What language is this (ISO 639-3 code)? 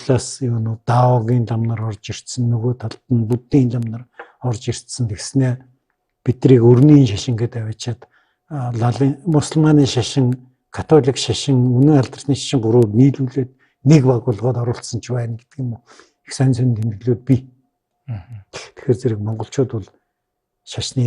mon